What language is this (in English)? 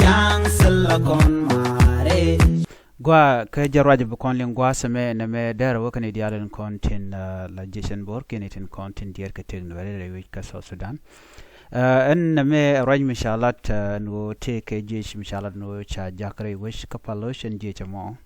Nuer